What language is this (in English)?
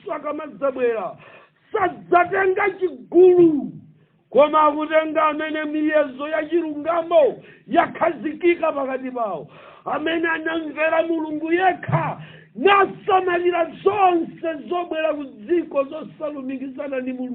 Nyanja